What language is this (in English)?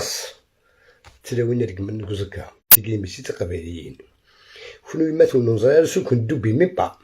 Algerian Arabic